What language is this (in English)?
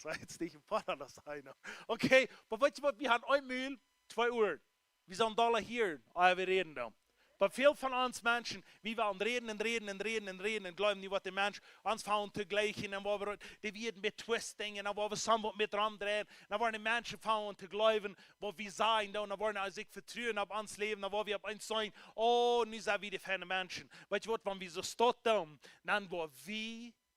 Plautdietsch